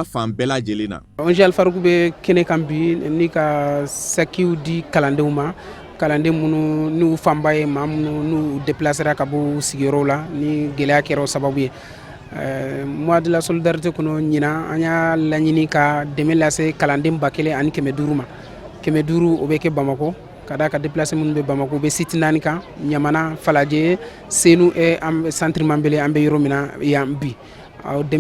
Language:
Bambara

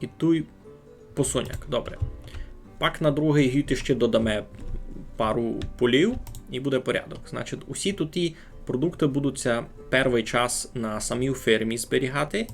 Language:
Rusyn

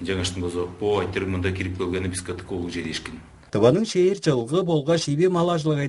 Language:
Tuvinian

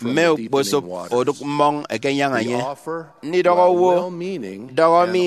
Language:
Efik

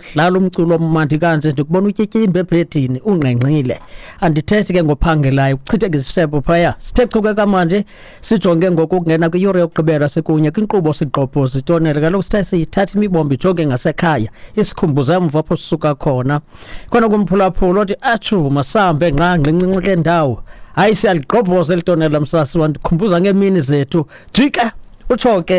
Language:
Xhosa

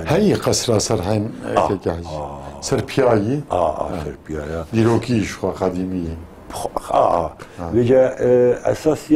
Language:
Kurdish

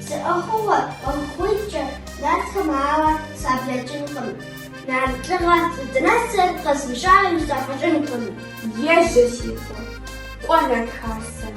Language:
Kabardian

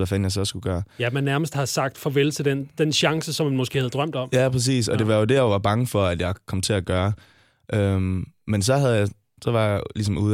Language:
Danish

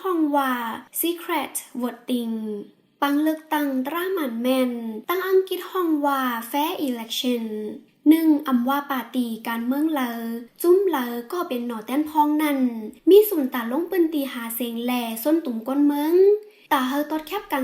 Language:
Shan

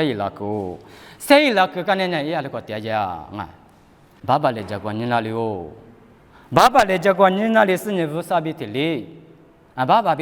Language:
Lisu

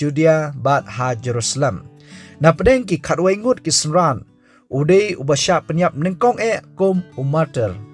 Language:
Khasi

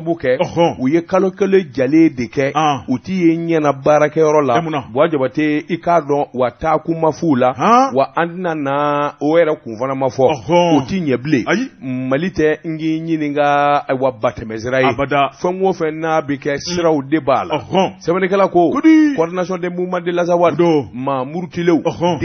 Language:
Bambara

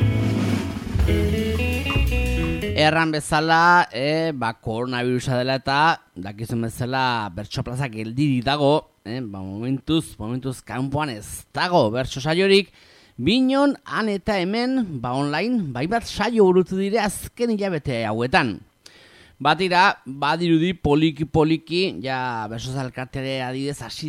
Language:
Basque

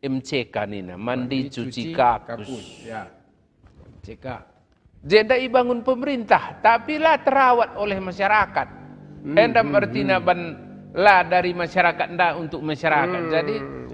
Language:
Batak Karo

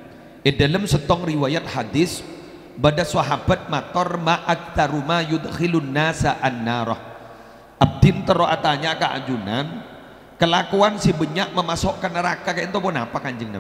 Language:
Madurese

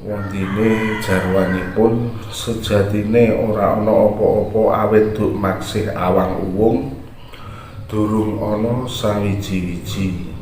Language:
Javanese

